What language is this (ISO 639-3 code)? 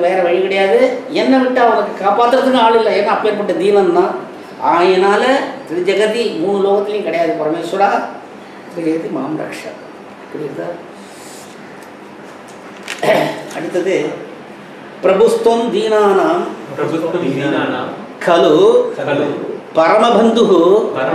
tam